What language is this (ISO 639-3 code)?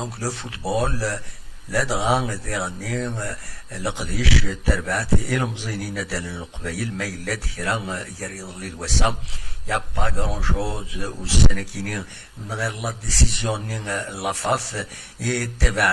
kab